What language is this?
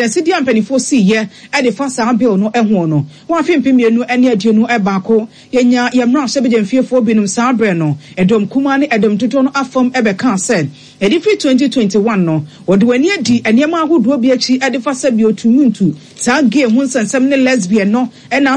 Akan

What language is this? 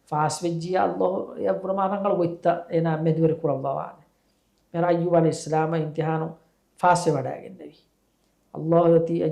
Divehi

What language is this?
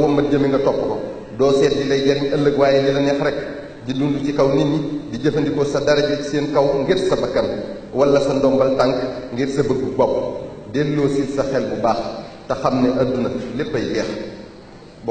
Wolof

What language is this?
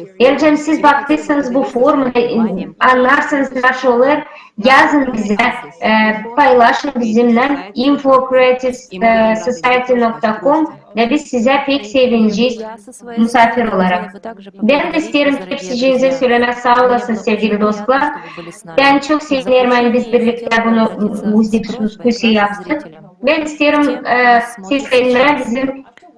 Gagauz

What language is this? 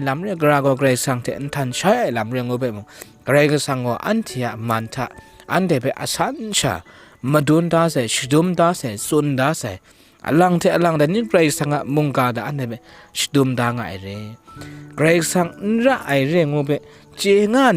Kachin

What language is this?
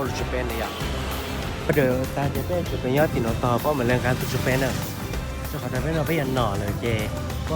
Hmong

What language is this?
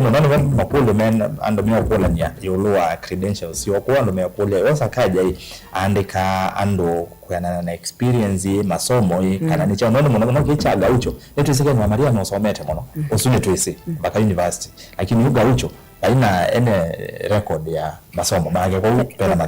Kamba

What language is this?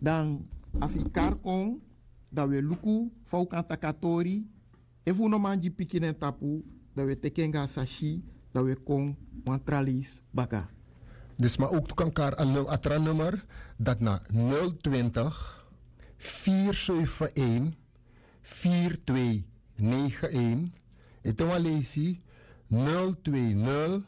Sranan Tongo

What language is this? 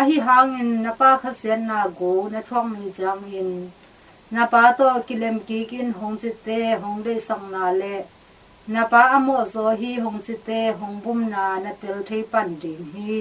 Tedim Chin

